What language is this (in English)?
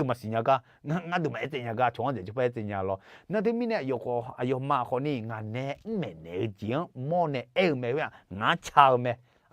Akha